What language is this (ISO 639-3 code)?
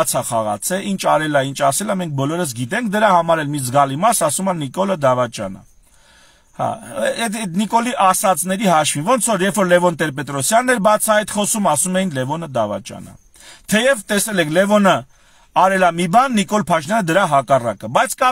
hye